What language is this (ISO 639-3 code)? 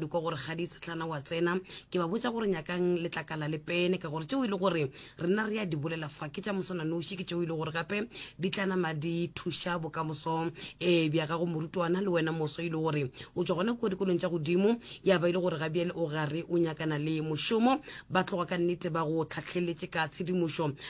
nso